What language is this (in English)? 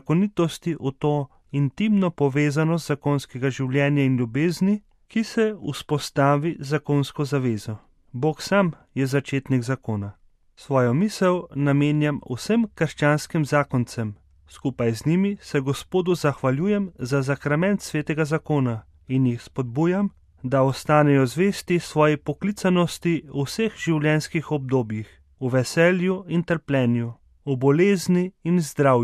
Slovenian